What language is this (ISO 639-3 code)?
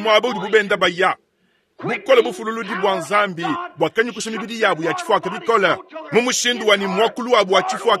lua